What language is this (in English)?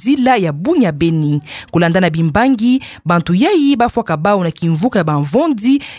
Kituba (Democratic Republic of Congo)